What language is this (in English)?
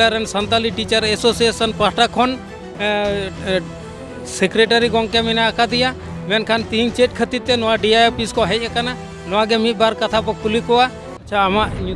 Santali